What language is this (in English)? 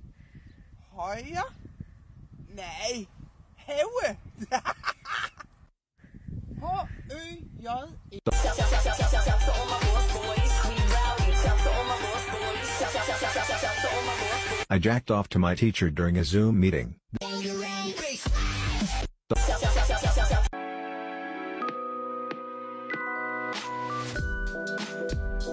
Danish